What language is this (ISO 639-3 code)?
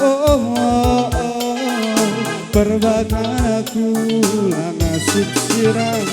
btx